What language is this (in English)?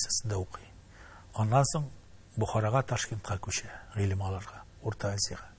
Tatar